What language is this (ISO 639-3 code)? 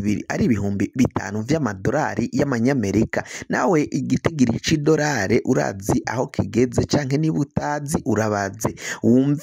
run